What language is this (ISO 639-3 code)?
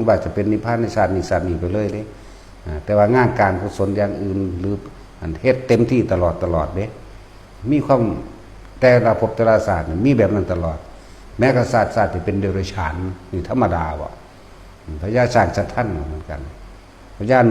tts